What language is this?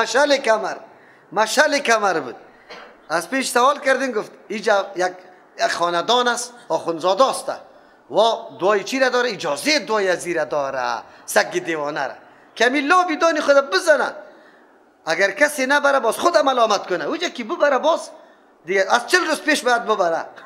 Persian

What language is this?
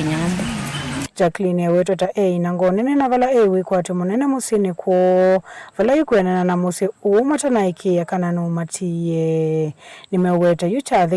Kamba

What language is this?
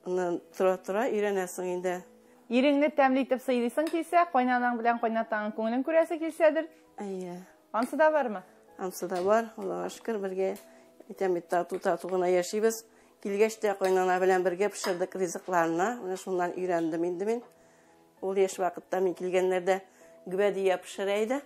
Tatar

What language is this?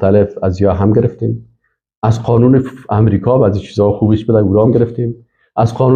Persian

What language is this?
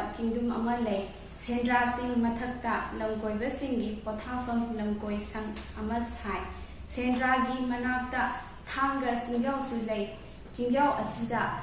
Manipuri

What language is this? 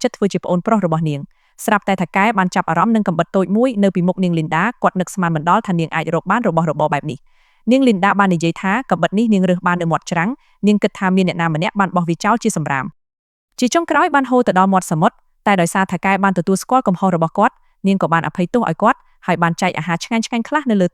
Khmer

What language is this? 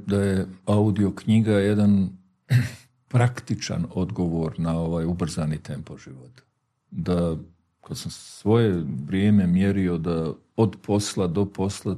Bosnian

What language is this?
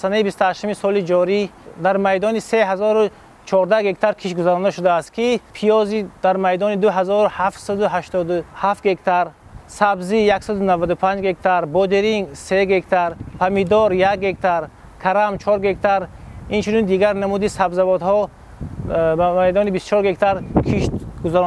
Tajik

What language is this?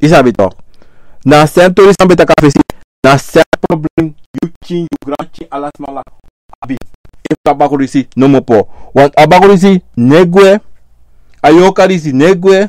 Sranan Tongo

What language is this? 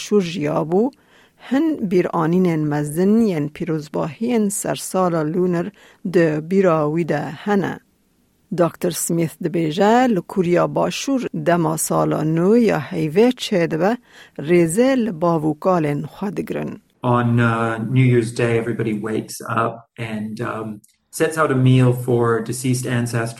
Kurdish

